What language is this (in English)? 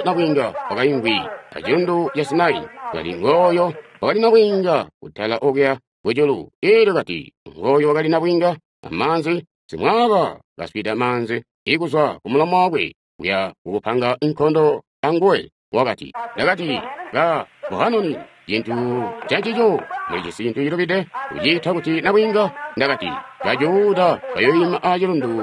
Tonga (Zambia)